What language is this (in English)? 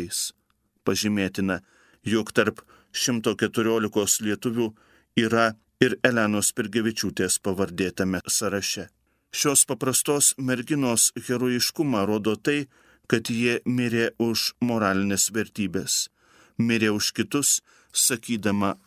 Lithuanian